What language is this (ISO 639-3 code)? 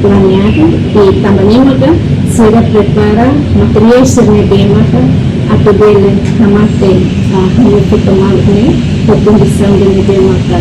tet